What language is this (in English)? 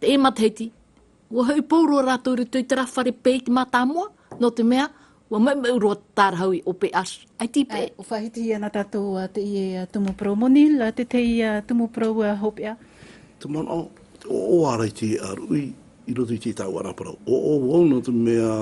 Tahitian